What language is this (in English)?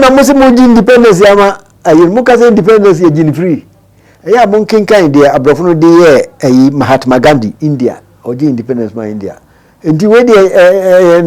Akan